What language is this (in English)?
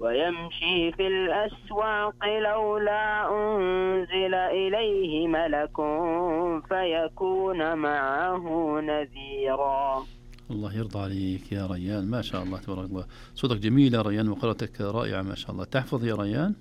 Najdi Arabic